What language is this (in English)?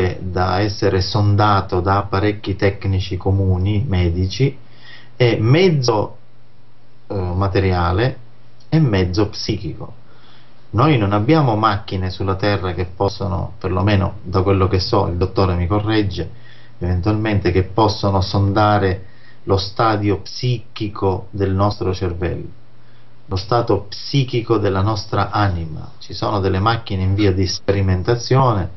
Italian